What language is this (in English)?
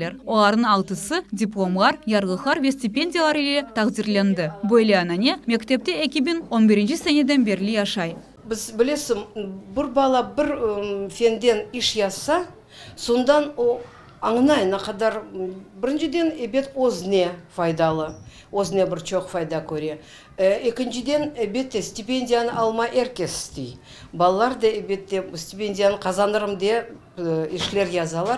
Crimean Tatar